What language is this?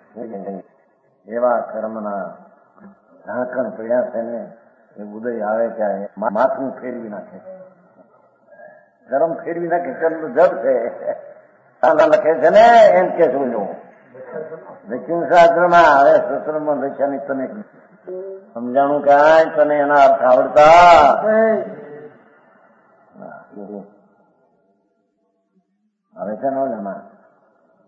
Gujarati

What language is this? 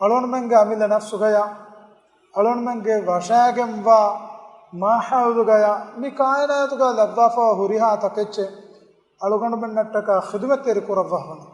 Divehi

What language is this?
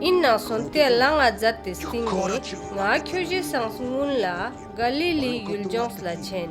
Ladakhi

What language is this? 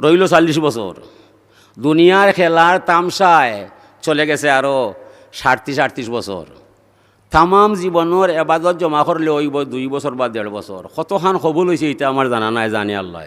Sylheti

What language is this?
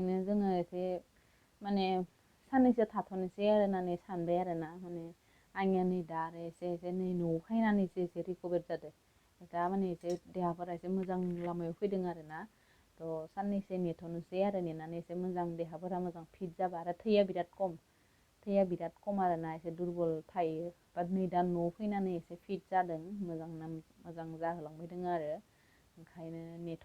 Bodo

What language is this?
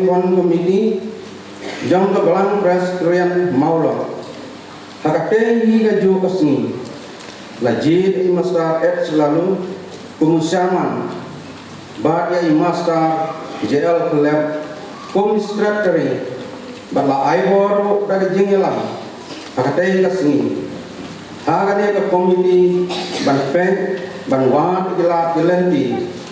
Khasi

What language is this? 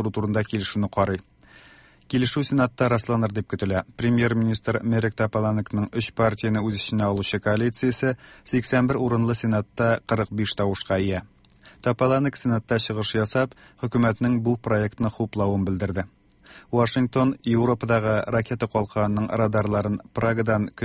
Tatar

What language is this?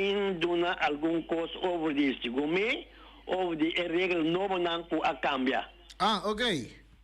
Papiamento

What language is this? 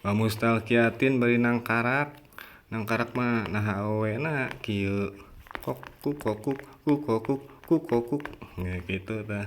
Sundanese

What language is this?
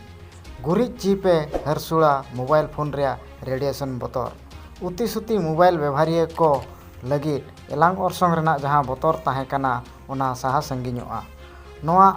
Santali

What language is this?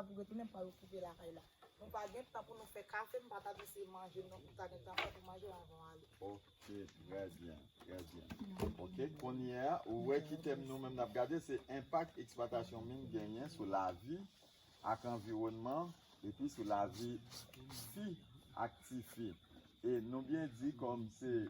Haitian Creole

